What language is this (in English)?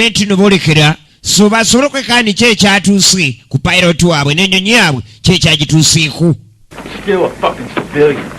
Ganda